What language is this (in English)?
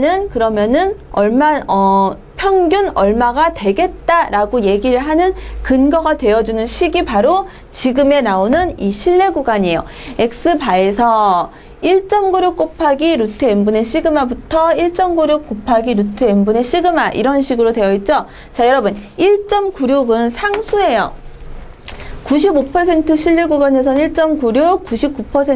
Korean